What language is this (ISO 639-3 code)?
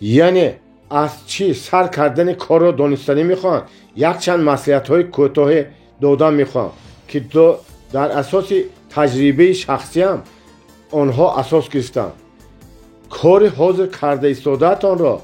tgk